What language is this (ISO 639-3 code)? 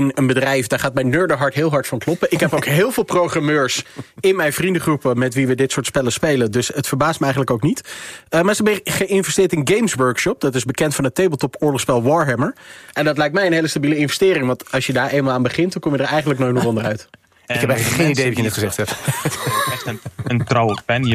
nld